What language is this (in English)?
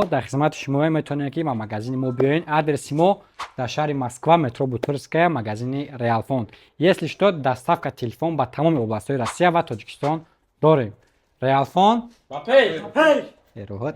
Tajik